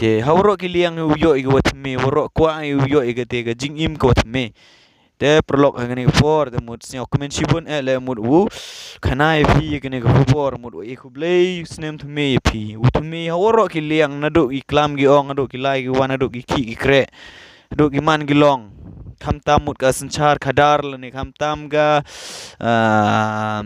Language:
Khasi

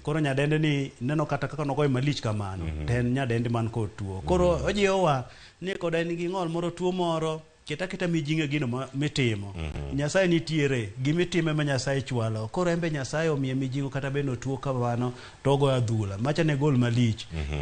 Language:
Luo (Kenya and Tanzania)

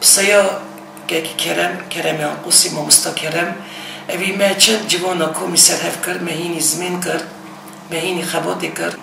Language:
Kurdish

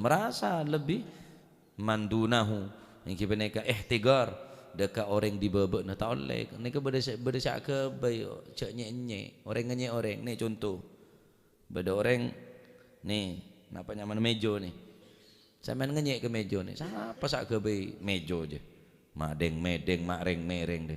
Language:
Madurese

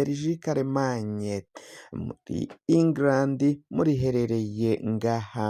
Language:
Rundi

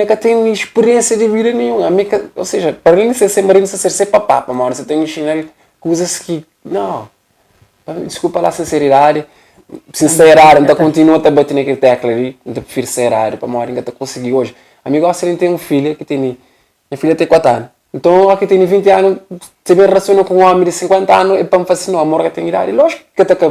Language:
Kabuverdianu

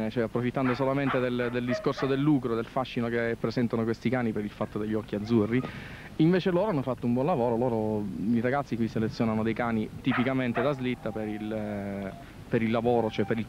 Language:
Italian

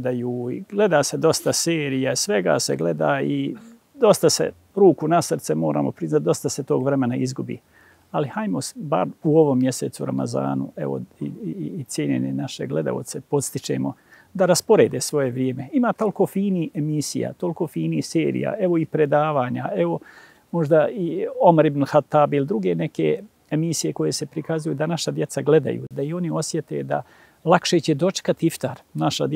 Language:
Bosnian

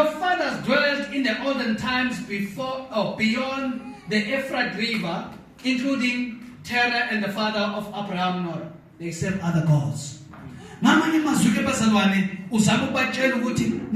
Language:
Zulu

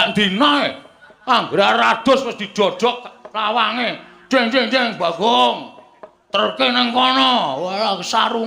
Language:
Javanese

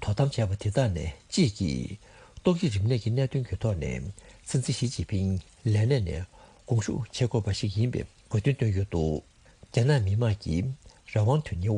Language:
Tibetan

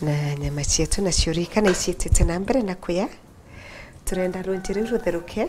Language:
Meru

